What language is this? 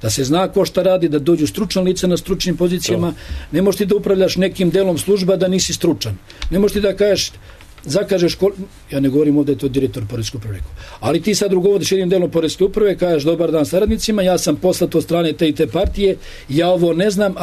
Serbian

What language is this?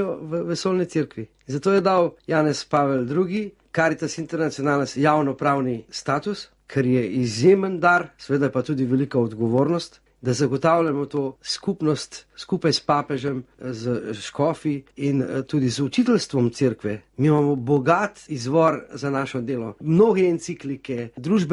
Slovenian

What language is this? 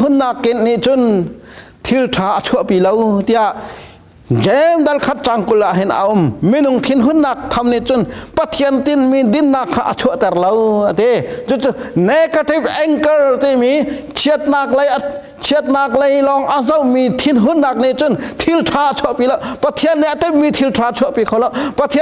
Hakha Chin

